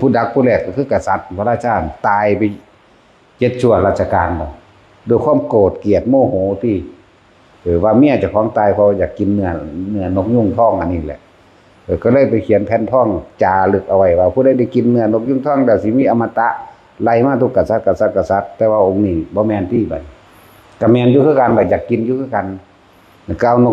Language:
Northeastern Thai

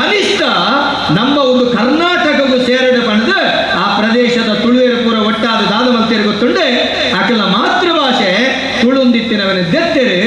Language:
Tulu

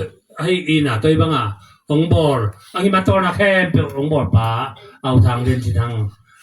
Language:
Tedim Chin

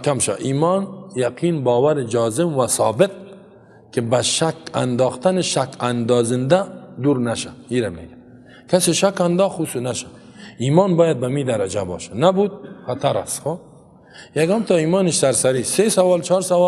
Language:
Persian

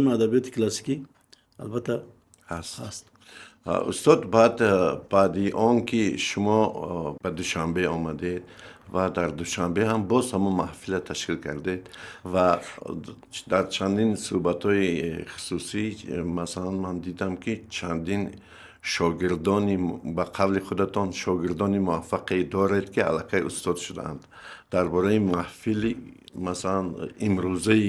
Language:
Tajik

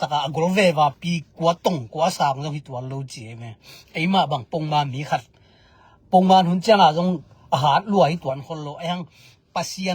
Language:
Tedim Chin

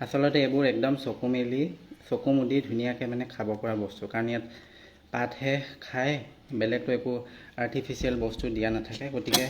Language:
Assamese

